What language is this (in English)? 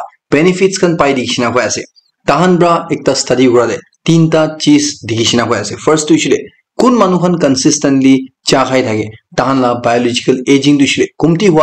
Naga Pidgin